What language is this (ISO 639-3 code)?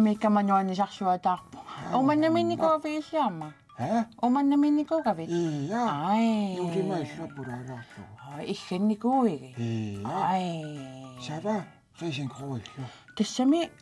kal